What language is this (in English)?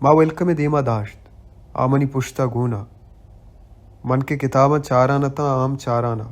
Baluchi